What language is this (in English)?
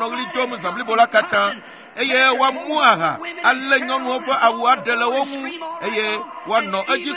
Ewe